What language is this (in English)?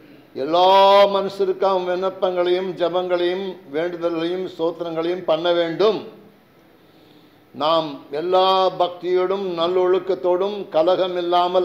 Tamil